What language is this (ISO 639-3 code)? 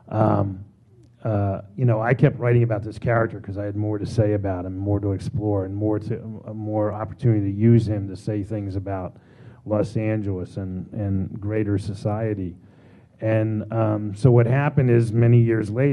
eng